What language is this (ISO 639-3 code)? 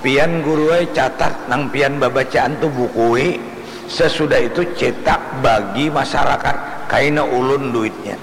bjn